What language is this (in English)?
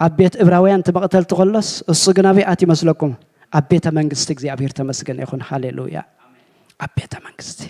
Tigrinya